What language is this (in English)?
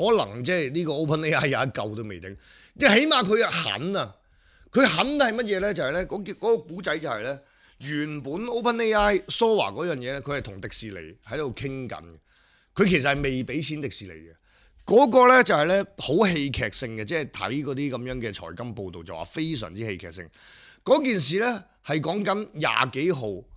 Cantonese